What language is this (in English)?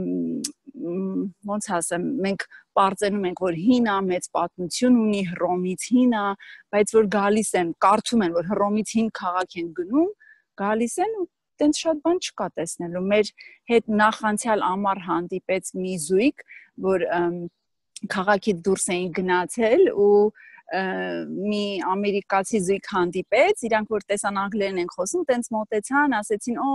Armenian